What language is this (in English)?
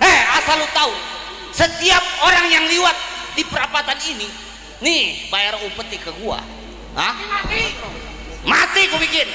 Betawi